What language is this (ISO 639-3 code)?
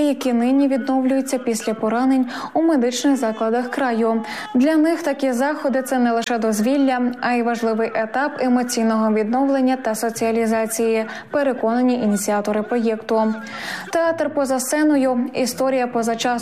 ukr